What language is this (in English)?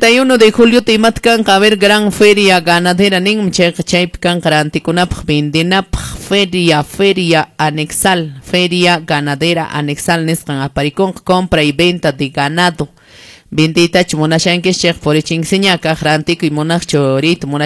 Quechua